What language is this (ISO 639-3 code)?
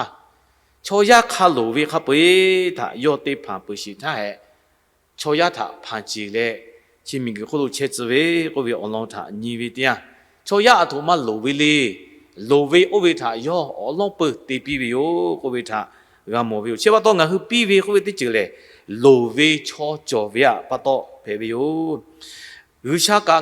lhu